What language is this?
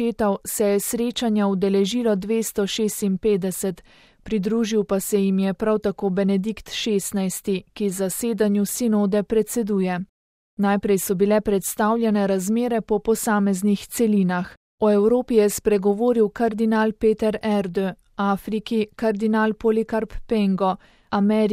Slovenian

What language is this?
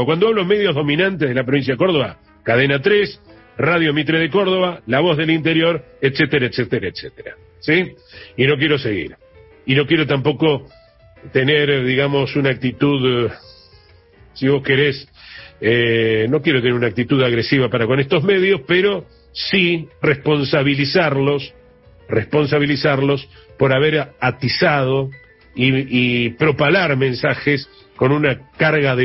Spanish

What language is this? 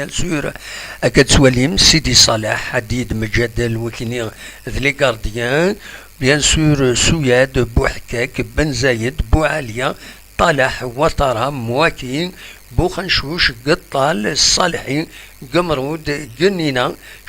Kabyle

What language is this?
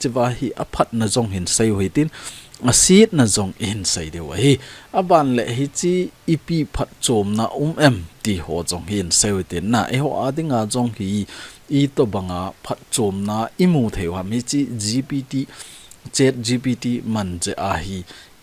Thado Chin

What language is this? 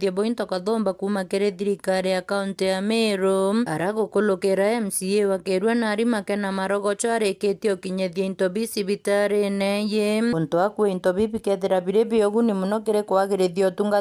Meru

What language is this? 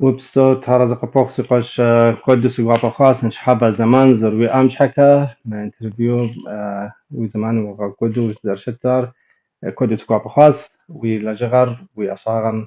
Kabardian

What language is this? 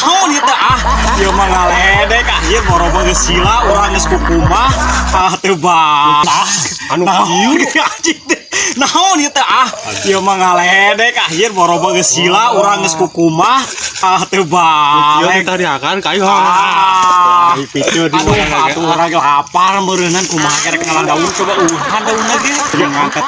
Sundanese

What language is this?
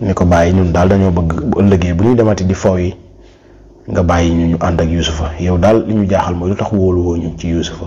Wolof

